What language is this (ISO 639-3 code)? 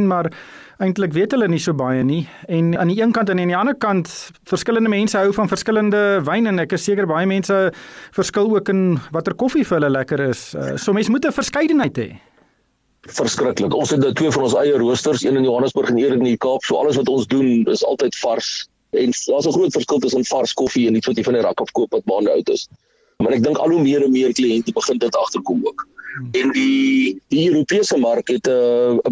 afr